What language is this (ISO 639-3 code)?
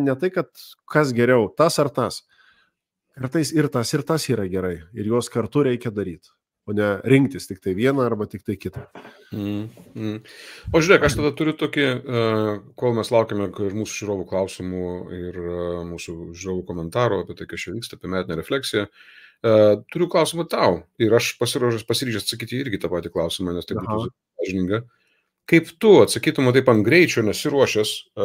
lit